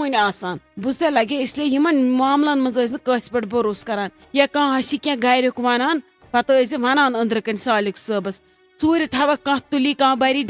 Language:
Kashmiri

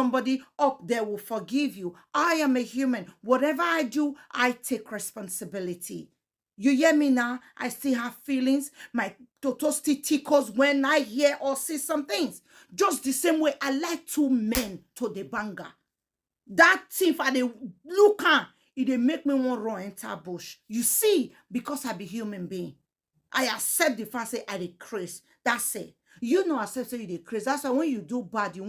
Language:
Nigerian Pidgin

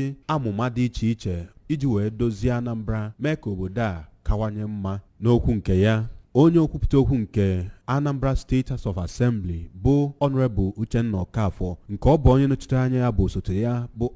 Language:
Igbo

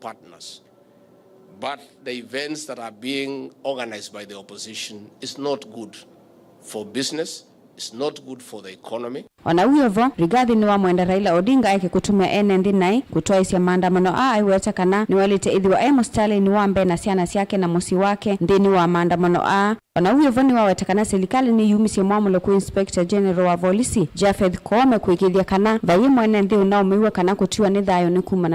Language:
Kamba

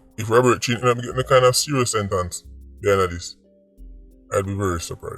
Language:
Jamaican Creole English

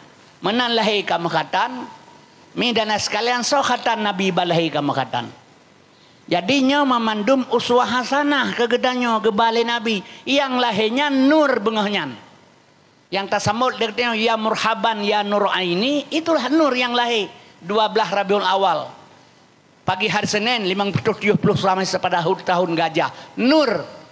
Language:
Achinese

